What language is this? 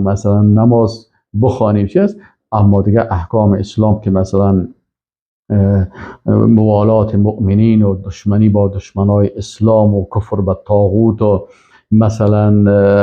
Persian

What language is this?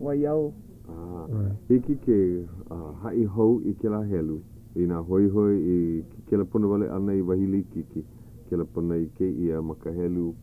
Hawaiian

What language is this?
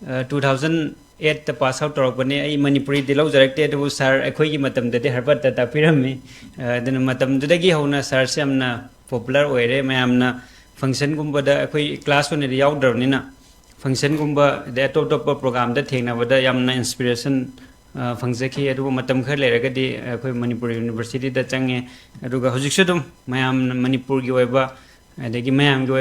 Manipuri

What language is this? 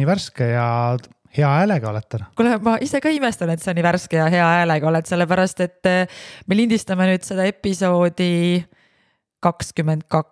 Estonian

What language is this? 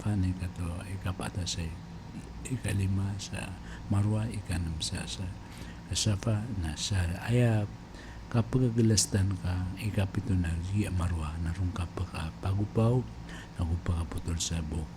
Maranao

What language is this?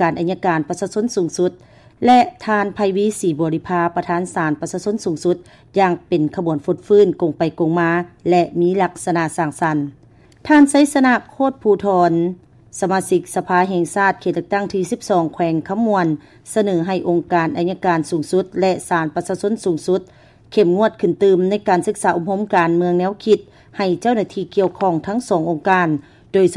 Lao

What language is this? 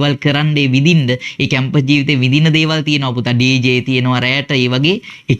Sinhala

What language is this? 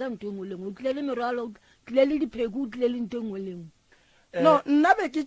Northern Sotho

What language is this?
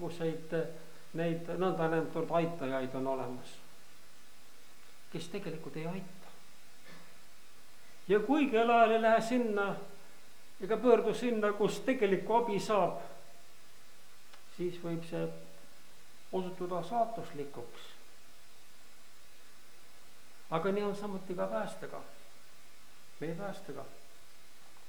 Estonian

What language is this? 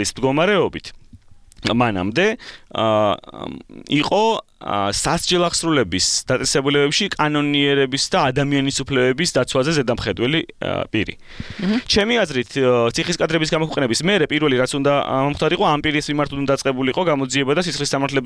Georgian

